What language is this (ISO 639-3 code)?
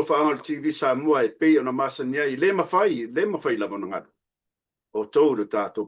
smo